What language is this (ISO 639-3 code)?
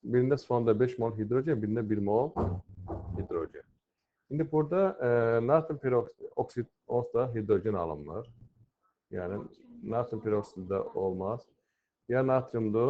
aze